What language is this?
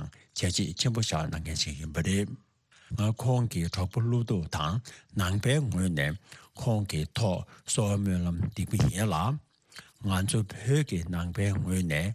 Tibetan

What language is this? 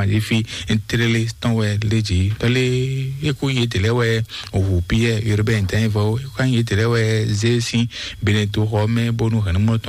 Fon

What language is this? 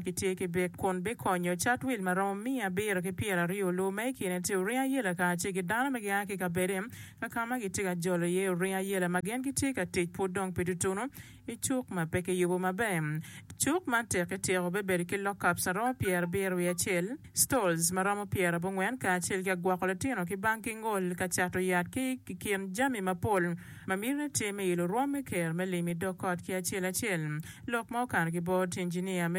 Acoli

